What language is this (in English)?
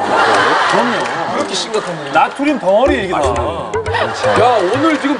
Korean